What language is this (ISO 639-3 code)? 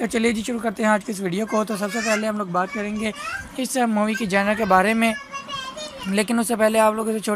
hin